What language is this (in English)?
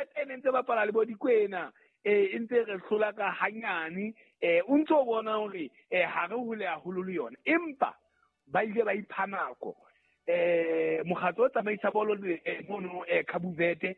Southern Sotho